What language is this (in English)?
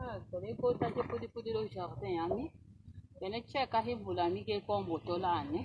Tetela